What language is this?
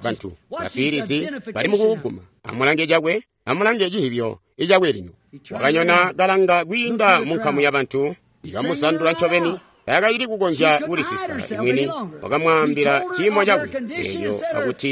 Tonga (Zambia)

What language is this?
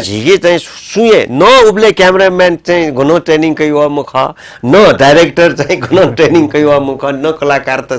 Newari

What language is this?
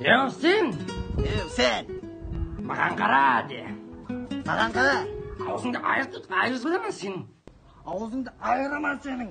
Kara-Kalpak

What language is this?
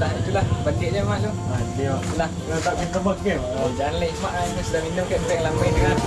Minangkabau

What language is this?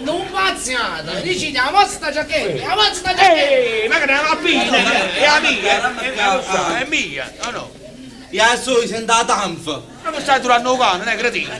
Neapolitan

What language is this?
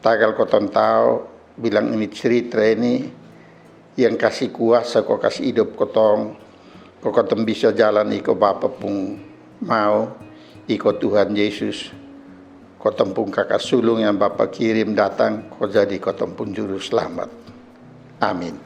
Kupang Malay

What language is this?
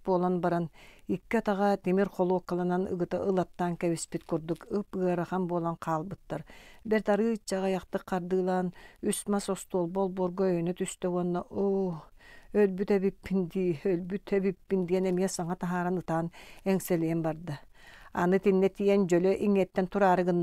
Yakut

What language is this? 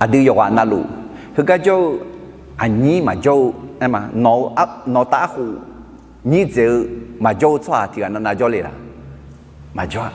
Akha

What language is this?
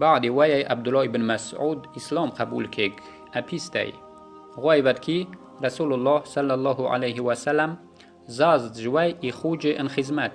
Yazgulyam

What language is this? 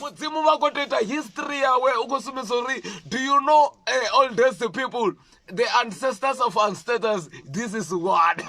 Venda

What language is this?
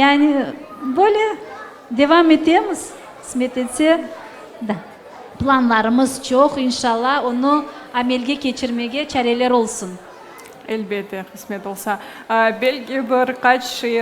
Crimean Tatar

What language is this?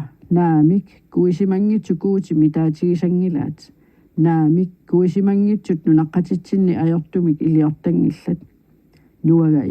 Kalaallisut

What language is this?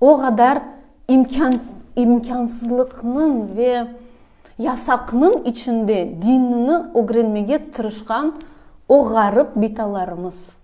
Crimean Tatar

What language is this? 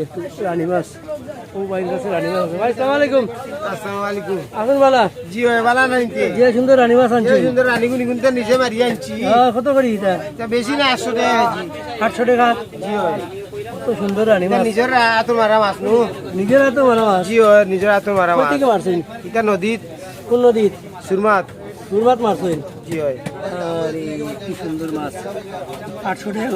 Sylheti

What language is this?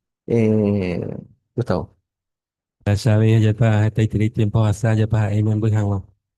Guarani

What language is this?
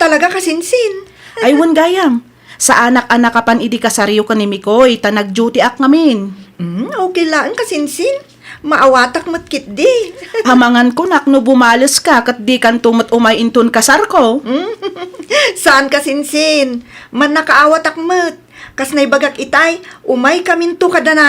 Iloko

